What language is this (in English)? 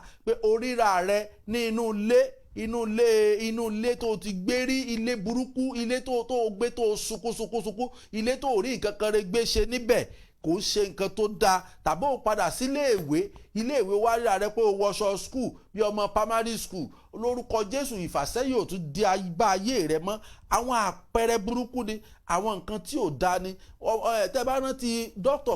Yoruba